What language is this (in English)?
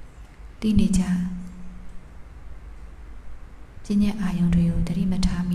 Burmese